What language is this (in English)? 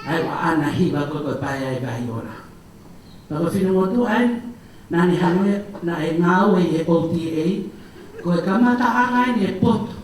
Tongan